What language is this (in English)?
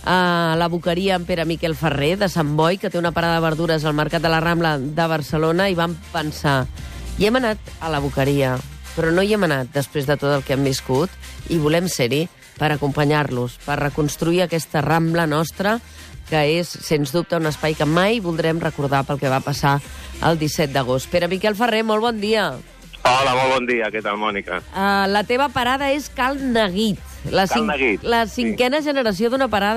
Catalan